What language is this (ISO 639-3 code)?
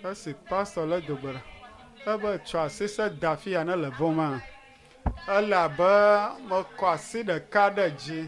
ewe